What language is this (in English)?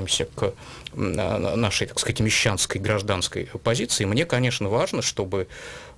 Russian